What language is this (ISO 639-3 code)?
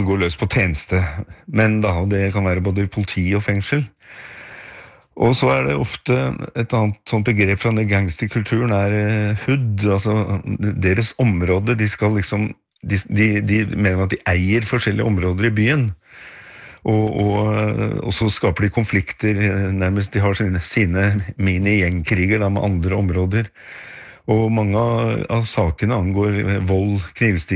nor